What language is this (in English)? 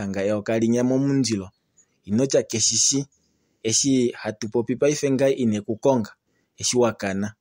Kuanyama